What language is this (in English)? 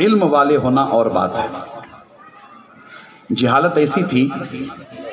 Urdu